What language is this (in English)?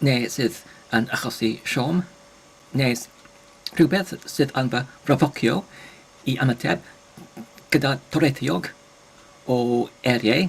Welsh